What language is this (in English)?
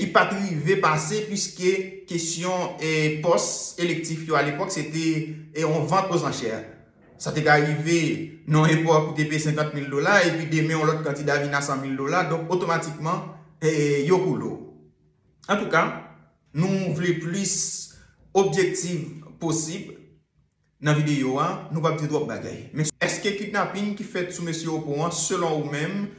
Haitian Creole